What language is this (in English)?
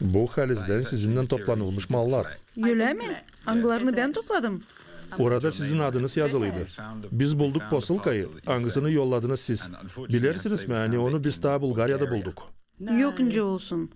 Gagauz